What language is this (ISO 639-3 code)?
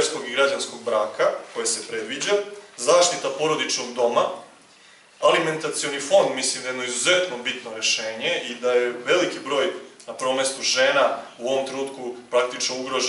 srp